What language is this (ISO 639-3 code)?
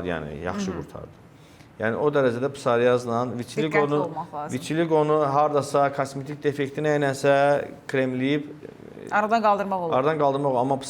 aze